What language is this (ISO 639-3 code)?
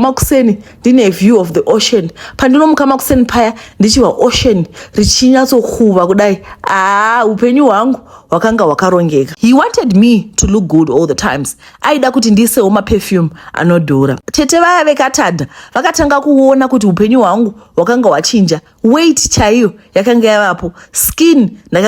sna